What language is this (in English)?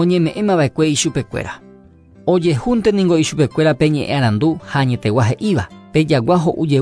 Guarani